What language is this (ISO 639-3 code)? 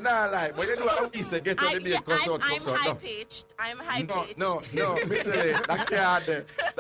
jam